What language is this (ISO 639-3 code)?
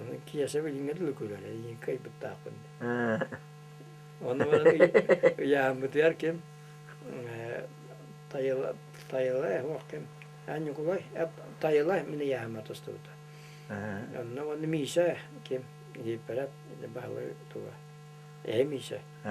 sah